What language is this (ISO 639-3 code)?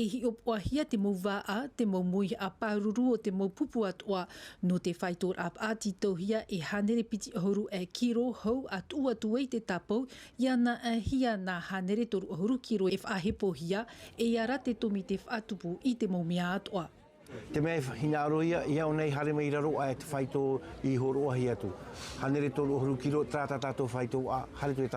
tah